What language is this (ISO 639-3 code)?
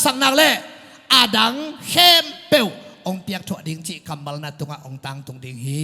ctd